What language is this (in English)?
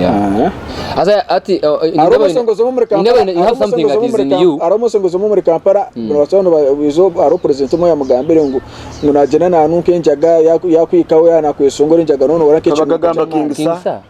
Nyankole